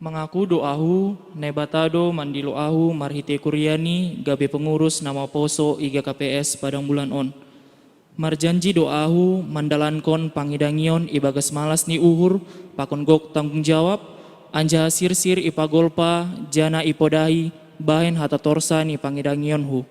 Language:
Batak Simalungun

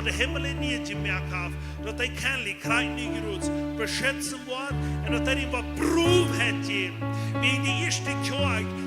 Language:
Plautdietsch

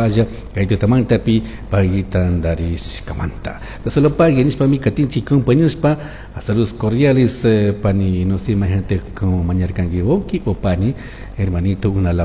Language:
Chimborazo Highland Quichua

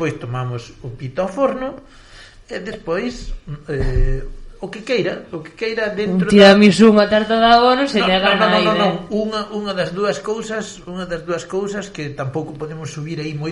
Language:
Galician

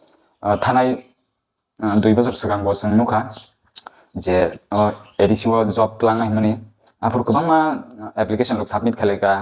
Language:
Kok Borok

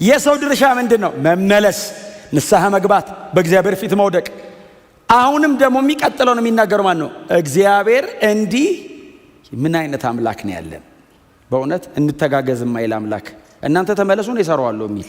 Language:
Amharic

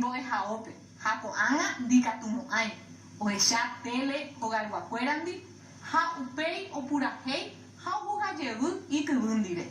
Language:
Guarani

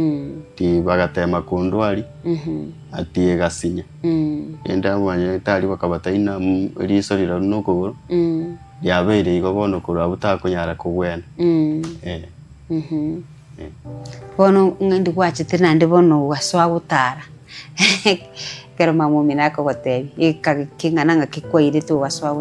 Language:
Gusii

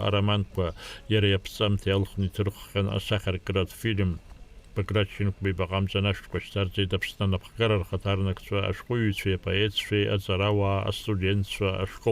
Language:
Abkhazian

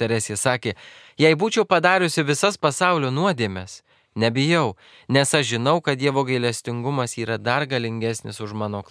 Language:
Lithuanian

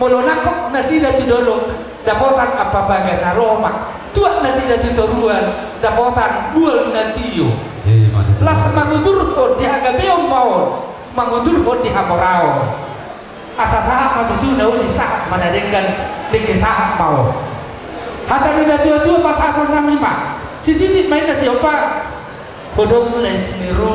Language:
Batak Toba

